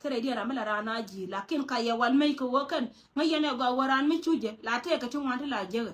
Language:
Nuer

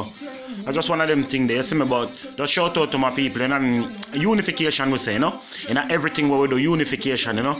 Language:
Jamaican Creole English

